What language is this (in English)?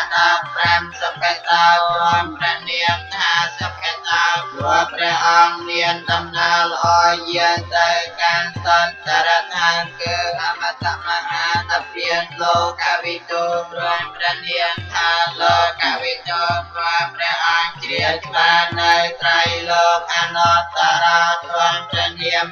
Khmer